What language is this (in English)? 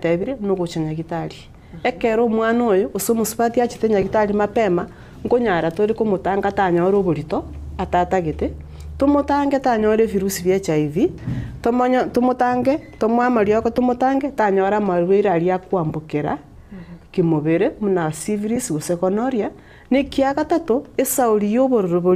Gusii